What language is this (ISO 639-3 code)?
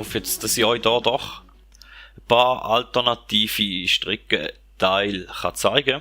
gsw